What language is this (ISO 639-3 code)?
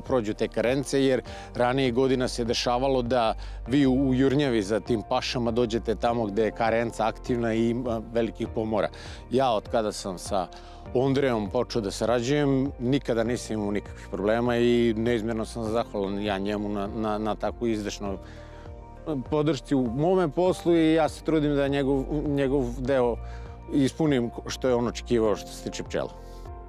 srp